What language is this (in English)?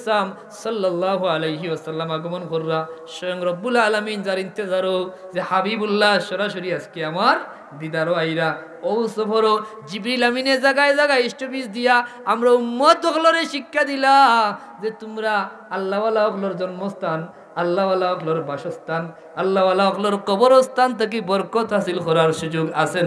Sylheti